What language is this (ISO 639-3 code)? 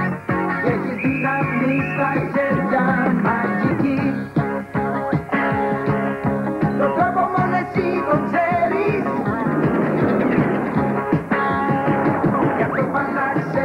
ell